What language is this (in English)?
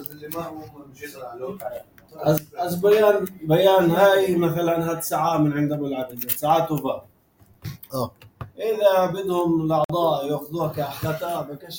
North Levantine Arabic